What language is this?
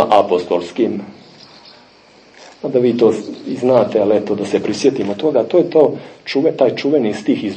Serbian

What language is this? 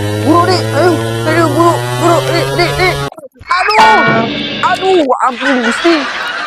Sundanese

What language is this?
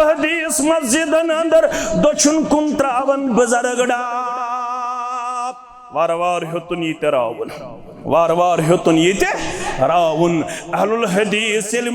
Kashmiri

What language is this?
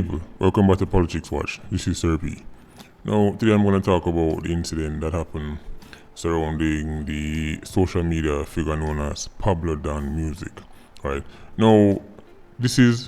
Jamaican Creole English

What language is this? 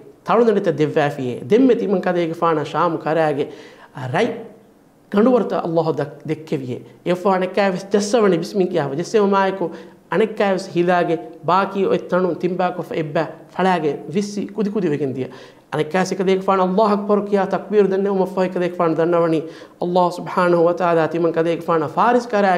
Divehi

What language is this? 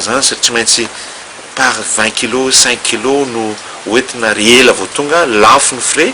Malagasy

